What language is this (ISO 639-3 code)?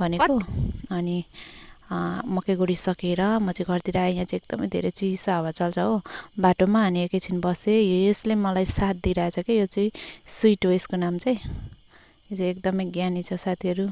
nep